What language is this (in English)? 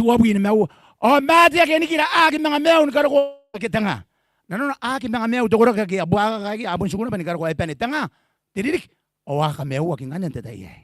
Gilbertese